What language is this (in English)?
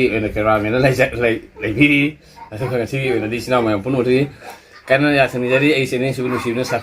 Manipuri